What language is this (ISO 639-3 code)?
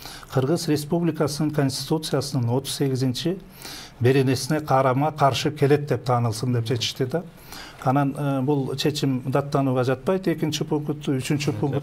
kir